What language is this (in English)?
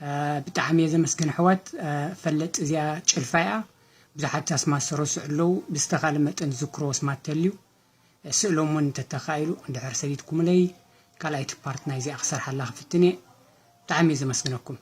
Tigrinya